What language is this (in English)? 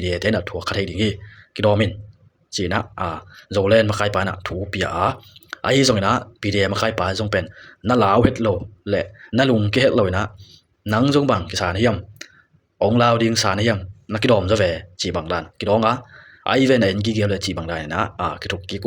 Tedim Chin